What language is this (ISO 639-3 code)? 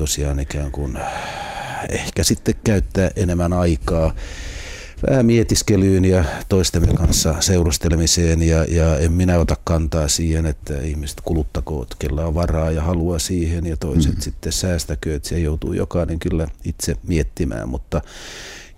fin